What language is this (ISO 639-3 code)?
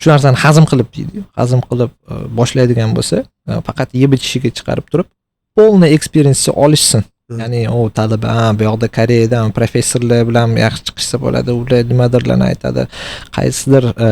uzb